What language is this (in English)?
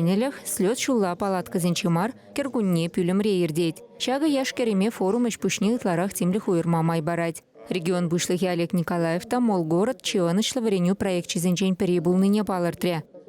Chuvash